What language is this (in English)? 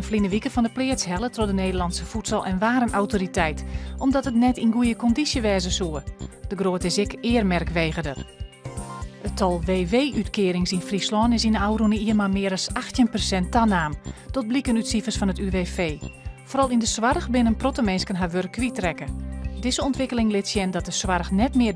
Western Frisian